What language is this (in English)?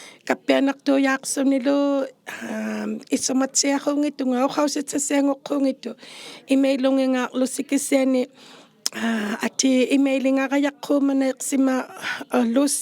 Inuktitut